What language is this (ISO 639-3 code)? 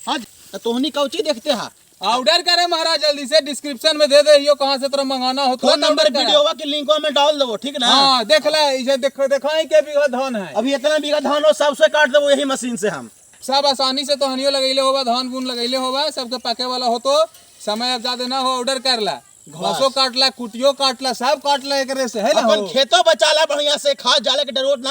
mag